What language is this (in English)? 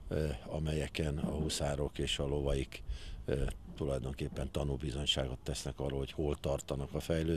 Hungarian